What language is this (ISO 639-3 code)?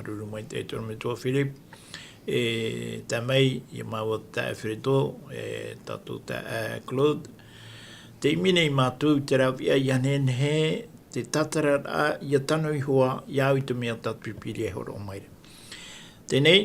tah